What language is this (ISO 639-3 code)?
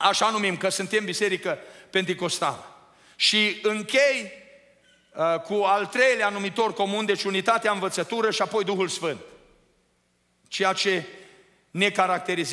ron